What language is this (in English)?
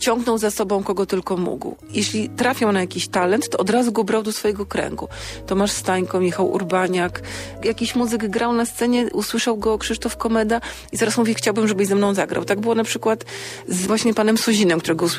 Polish